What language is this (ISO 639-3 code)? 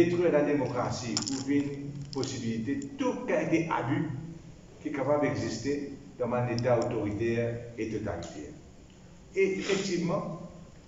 mfe